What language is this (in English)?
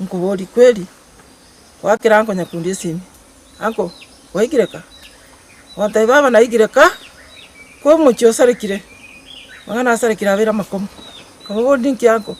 Gusii